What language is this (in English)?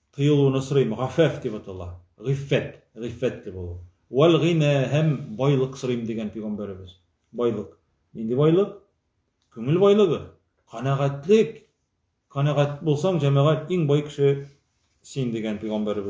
Tatar